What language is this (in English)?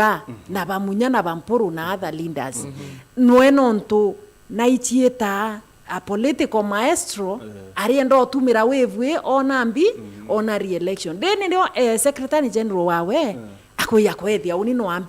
Meru